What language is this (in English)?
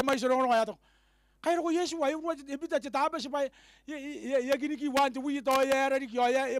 Gilbertese